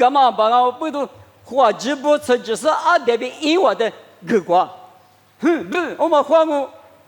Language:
Lisu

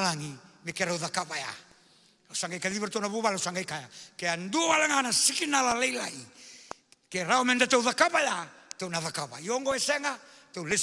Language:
Fijian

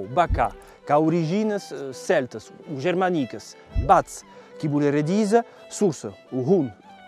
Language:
Occitan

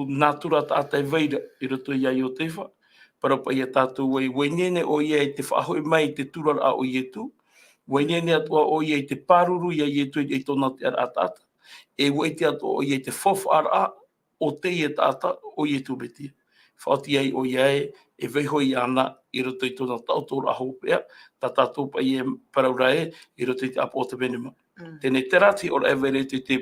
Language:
Tahitian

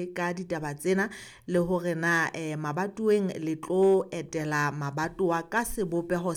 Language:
Southern Sotho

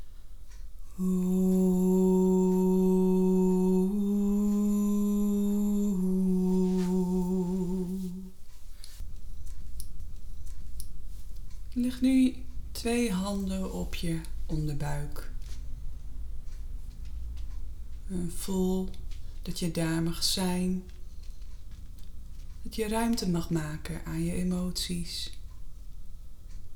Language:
Dutch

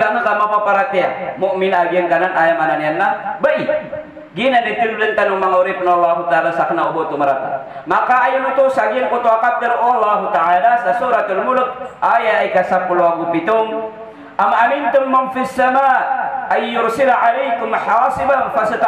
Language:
Maranao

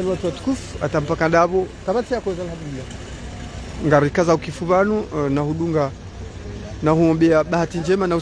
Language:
Swahili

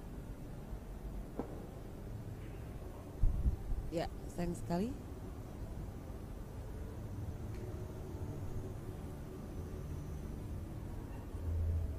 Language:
Indonesian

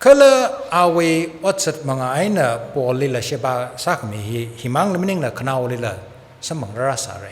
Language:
Tangkhul Naga (India)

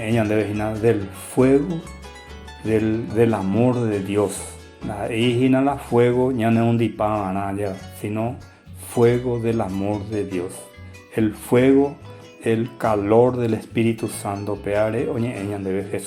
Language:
Guarani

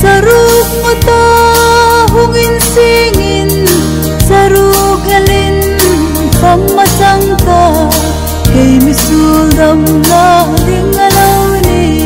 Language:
Hmar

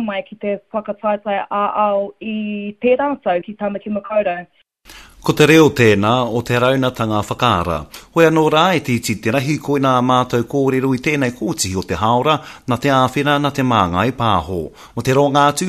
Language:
Māori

